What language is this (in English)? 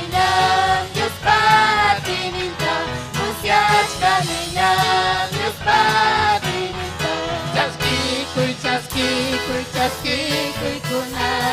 Ayacucho Quechua